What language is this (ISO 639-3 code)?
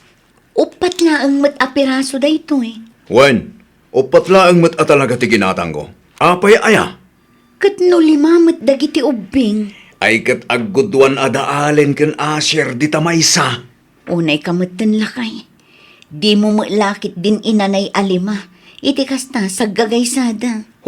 ilo